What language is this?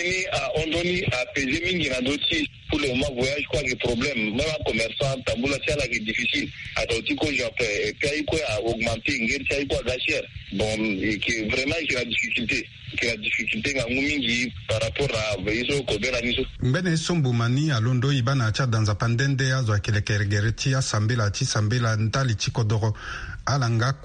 Sango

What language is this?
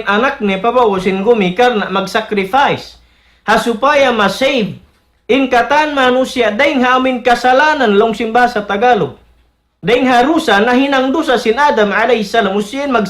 Tausug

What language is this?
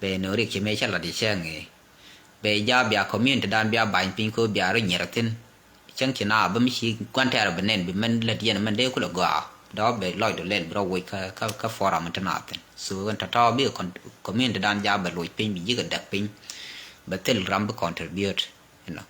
Nuer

